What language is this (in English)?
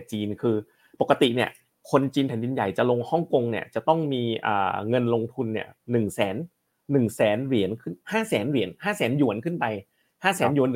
Thai